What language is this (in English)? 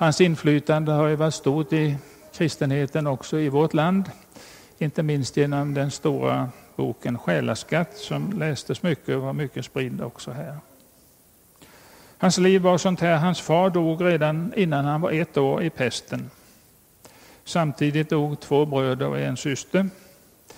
Swedish